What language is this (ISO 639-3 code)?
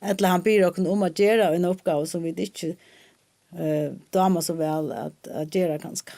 fao